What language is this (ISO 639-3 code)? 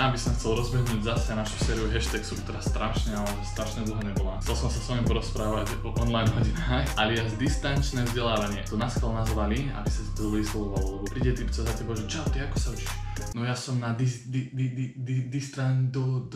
slk